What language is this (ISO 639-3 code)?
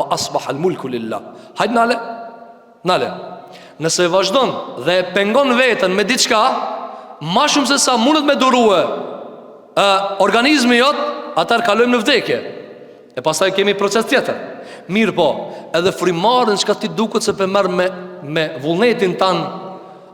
sqi